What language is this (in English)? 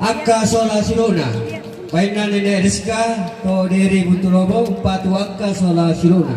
Toraja-Sa'dan